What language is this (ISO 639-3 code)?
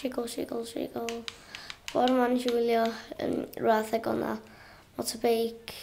cym